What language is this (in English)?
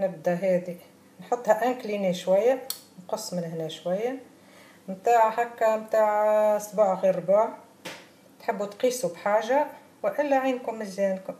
Tunisian Arabic